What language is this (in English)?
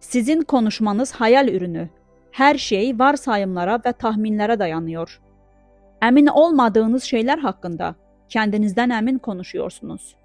Azerbaijani